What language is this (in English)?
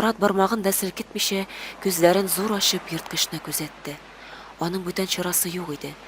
Tatar